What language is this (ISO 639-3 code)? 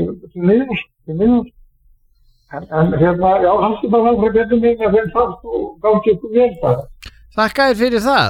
isl